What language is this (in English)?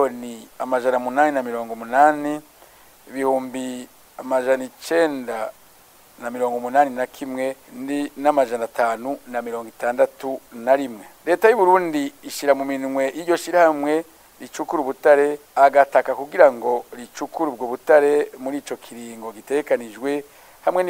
Rundi